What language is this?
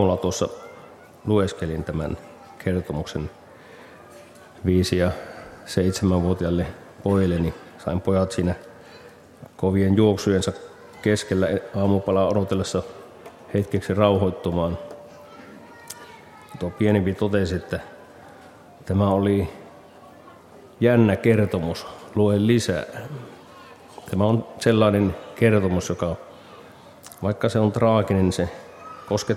Finnish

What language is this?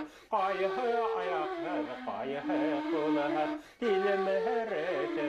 Bashkir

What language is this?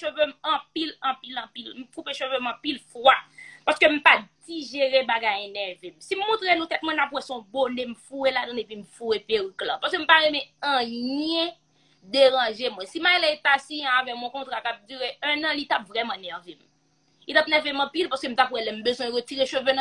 Haitian Creole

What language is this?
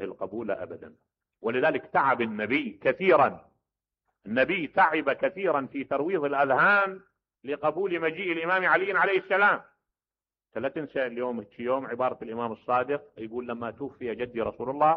Mesopotamian Arabic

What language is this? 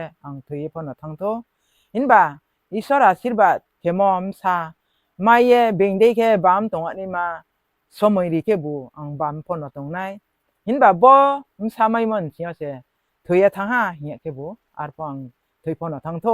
Riang (India)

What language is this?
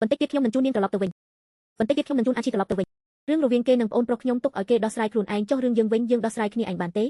Khmer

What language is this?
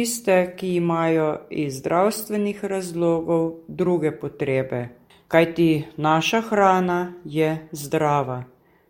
Slovenian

